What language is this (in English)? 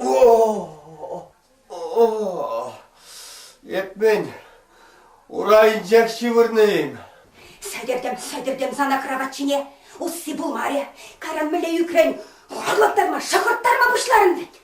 Chuvash